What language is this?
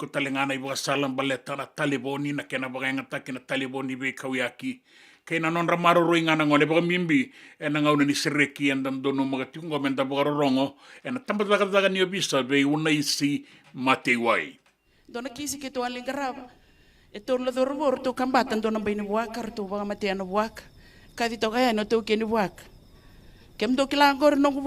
Fijian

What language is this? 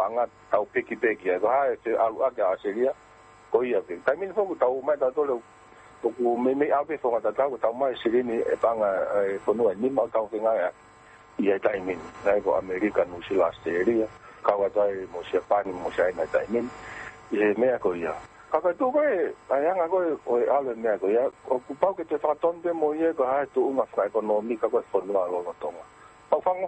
Tongan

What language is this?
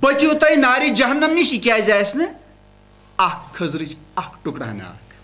Kashmiri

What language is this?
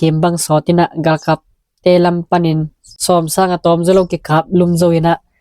Tedim Chin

